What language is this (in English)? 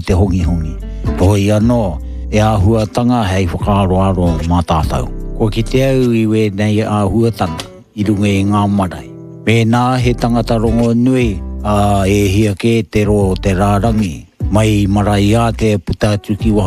Māori